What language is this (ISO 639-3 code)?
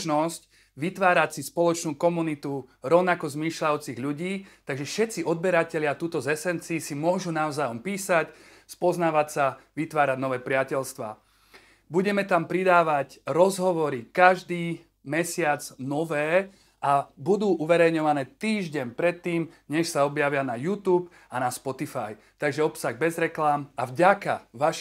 slk